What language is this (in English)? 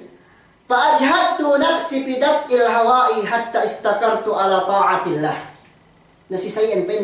Yakan